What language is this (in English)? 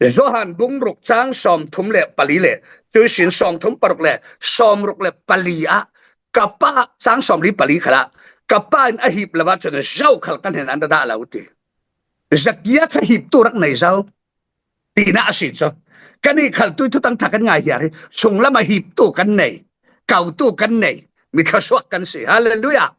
Falam Chin